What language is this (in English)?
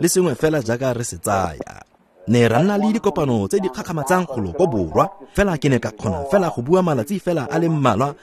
Tswana